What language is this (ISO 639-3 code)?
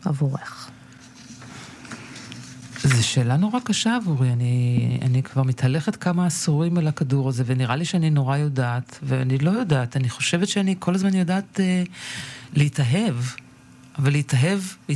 heb